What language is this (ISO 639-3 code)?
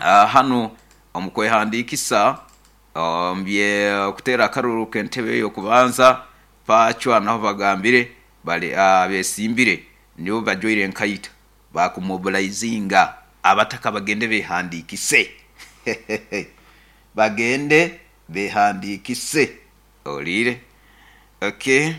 nyo